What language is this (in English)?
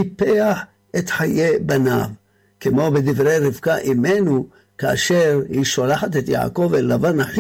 Hebrew